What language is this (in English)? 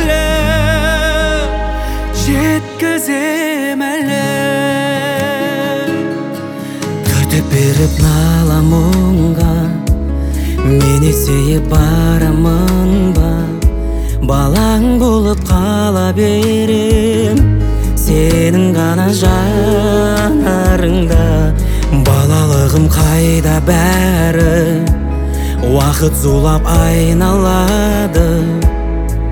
Kazakh